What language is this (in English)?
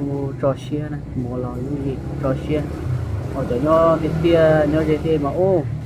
Hmong